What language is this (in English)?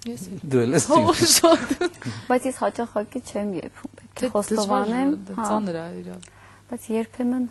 Armenian